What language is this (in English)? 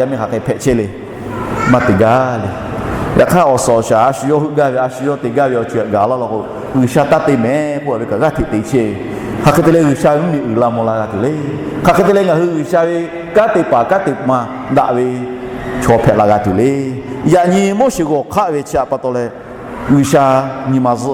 Lahu